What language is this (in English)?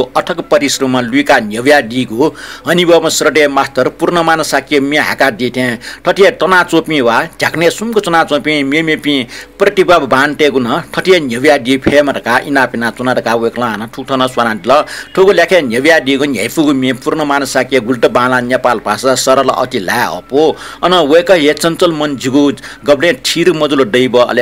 Newari